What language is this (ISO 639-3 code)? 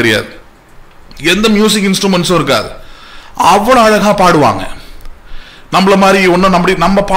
tam